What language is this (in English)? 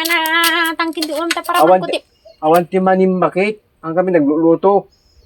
Iloko